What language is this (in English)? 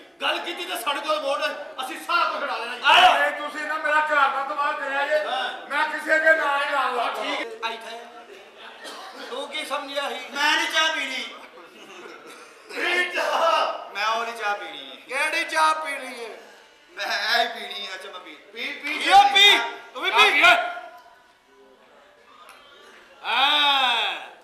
Punjabi